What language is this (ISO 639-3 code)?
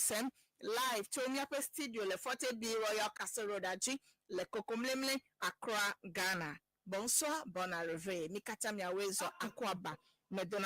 ewe